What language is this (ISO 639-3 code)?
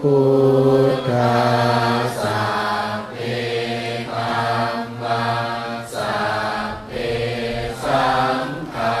pli